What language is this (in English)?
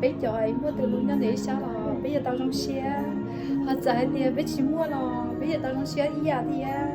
Hmong